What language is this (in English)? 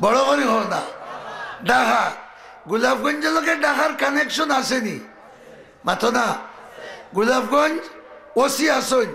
Sylheti